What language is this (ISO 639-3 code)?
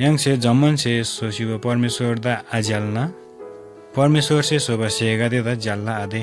taj